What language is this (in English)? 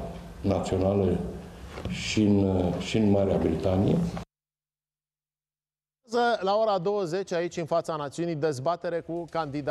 Romanian